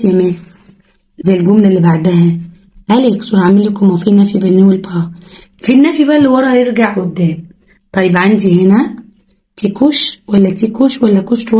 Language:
Egyptian Arabic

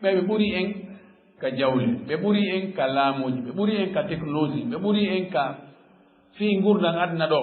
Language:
Fula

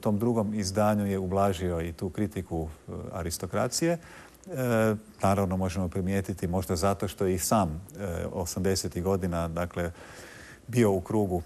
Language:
Croatian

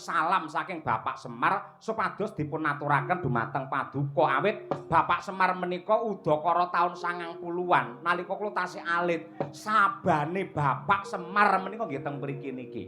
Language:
Javanese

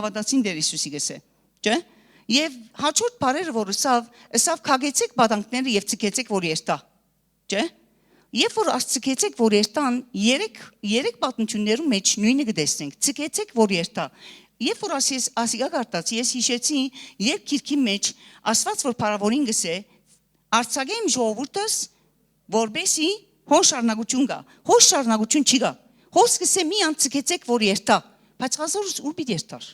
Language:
Western Armenian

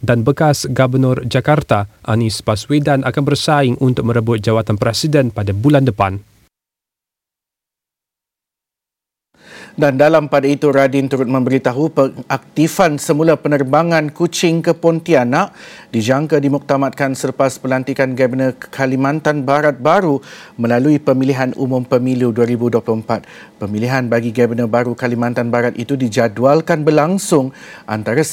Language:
Malay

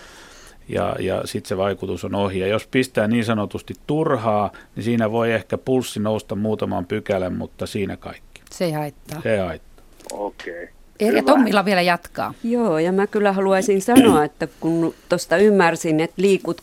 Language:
Finnish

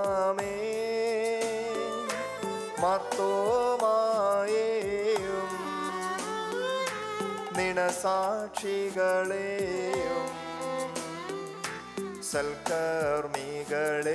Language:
Malayalam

